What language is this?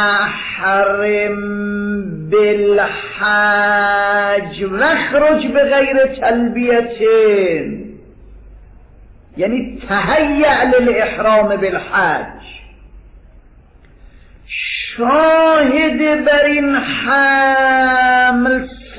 Persian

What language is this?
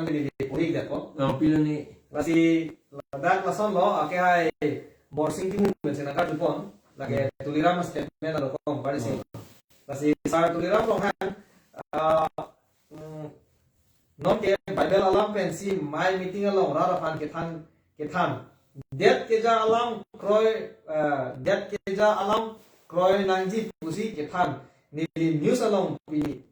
Karbi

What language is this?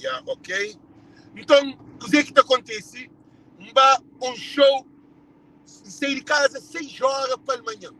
Kabuverdianu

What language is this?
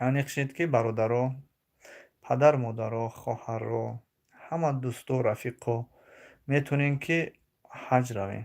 Tajik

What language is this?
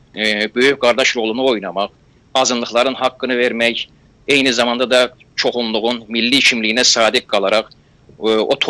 South Azerbaijani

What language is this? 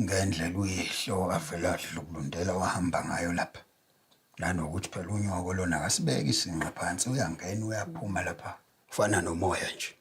Zulu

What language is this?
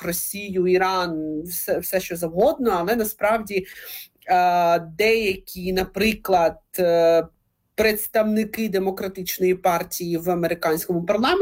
Ukrainian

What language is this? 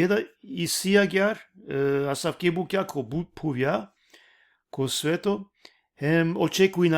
Balkan Romani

